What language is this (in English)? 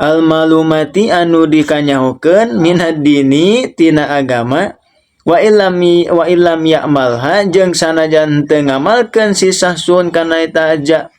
Sundanese